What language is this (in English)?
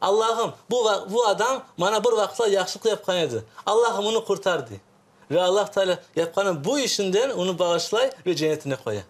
Crimean Tatar